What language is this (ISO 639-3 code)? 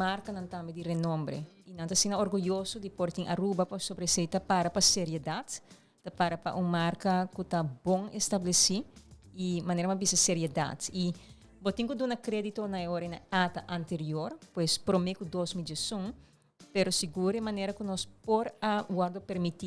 pap